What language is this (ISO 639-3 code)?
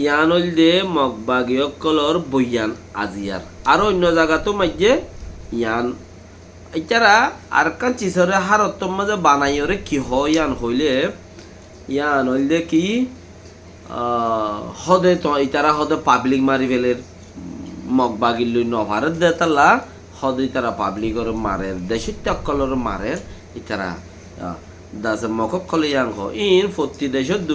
rhg